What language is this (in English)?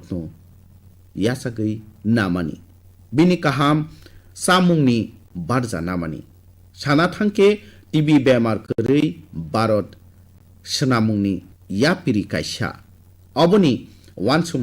Kok Borok